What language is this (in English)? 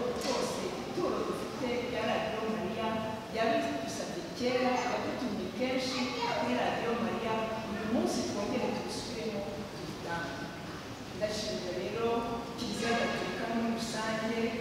Kinyarwanda